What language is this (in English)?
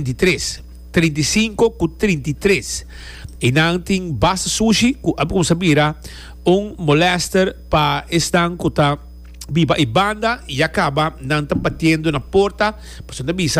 Papiamento